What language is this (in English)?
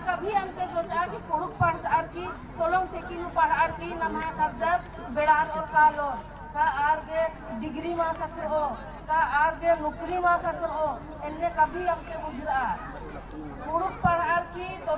Kurukh